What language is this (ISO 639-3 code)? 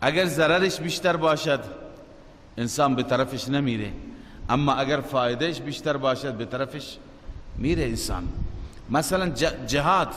fas